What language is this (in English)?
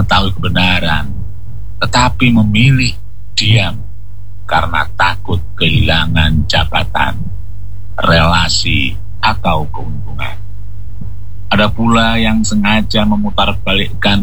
Indonesian